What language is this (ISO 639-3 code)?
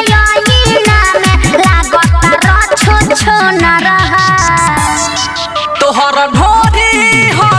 bho